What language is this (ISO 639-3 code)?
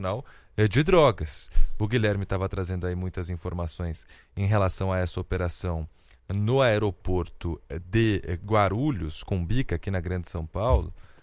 por